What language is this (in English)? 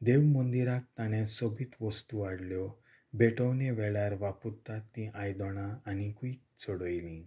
Konkani